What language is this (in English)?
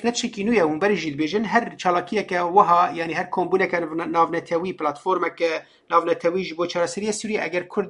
Kurdish